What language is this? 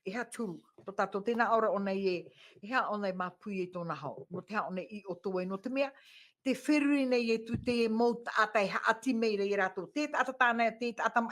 Tahitian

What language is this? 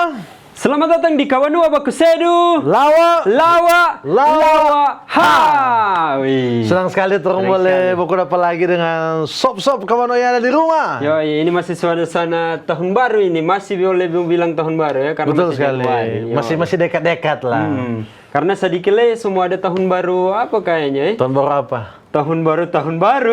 Manado Malay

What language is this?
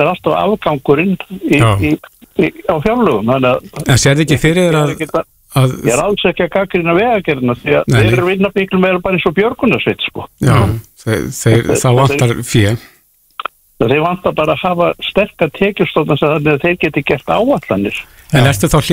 Icelandic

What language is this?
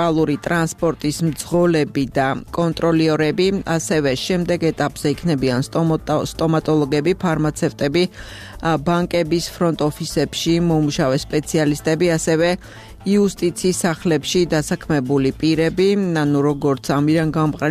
Georgian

